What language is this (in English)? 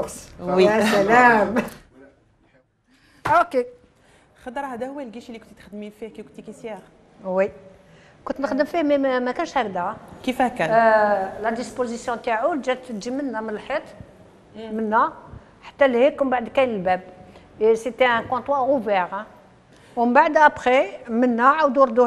Algerian Arabic